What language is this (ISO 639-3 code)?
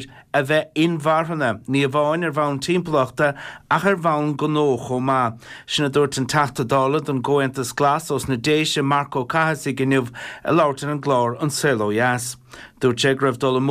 gle